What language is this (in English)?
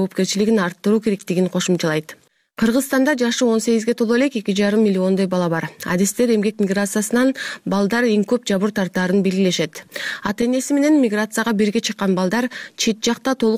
Kyrgyz